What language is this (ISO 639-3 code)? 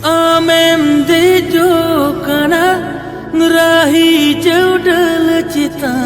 sat